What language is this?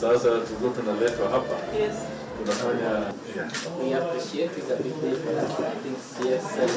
Kamba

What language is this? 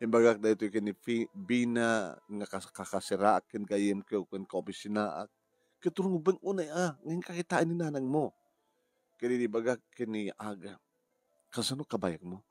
Iloko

